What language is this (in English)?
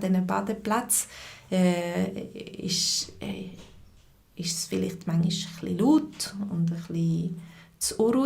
Swiss German